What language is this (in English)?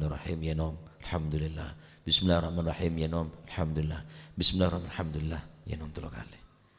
Madurese